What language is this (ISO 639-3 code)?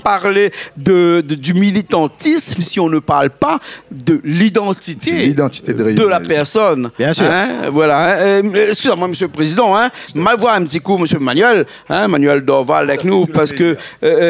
rcf